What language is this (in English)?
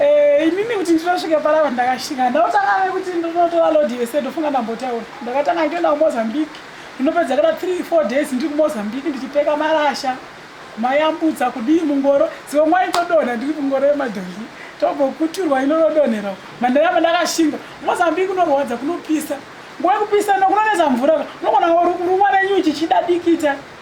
Shona